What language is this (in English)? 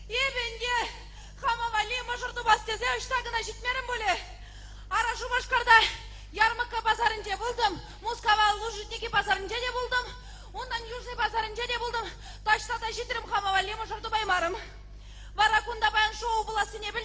Chuvash